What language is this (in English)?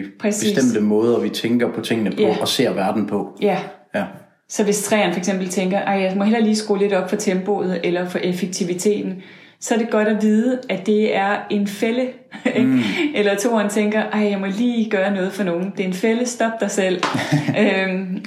Danish